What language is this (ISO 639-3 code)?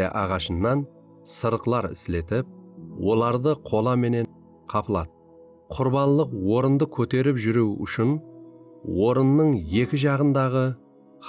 kaa